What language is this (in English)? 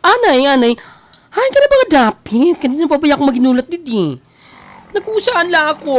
Waray